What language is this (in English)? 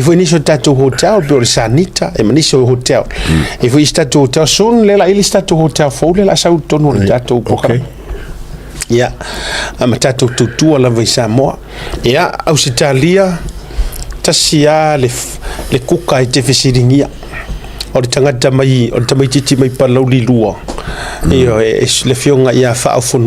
Samoan